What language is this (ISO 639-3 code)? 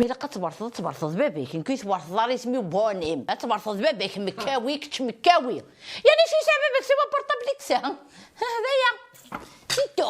kab